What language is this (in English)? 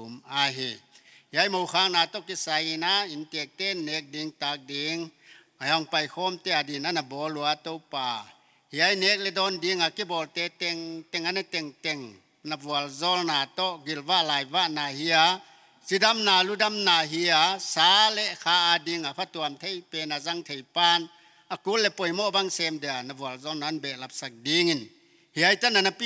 Paite Chin